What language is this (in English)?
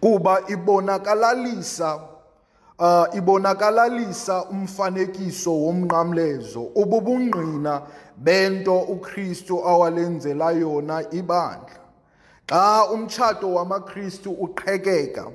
Xhosa